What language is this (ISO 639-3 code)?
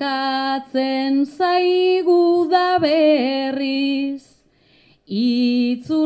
eus